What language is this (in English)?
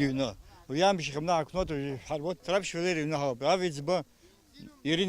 Abkhazian